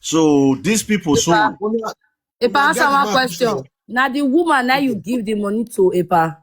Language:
Nigerian Pidgin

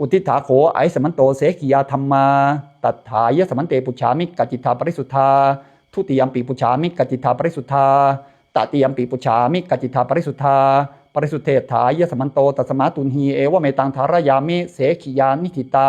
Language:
Pali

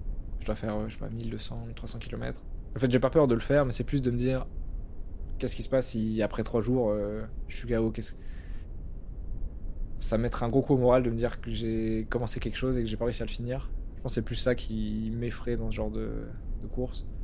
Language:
French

